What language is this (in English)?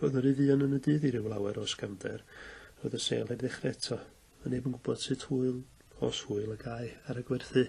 Welsh